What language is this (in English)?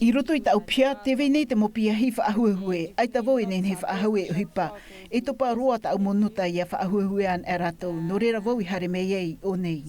Tahitian